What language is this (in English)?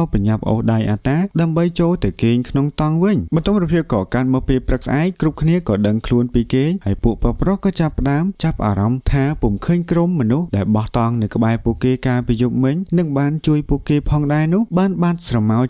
Khmer